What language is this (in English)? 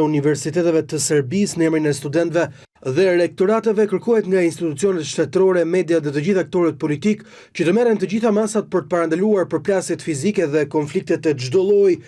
Albanian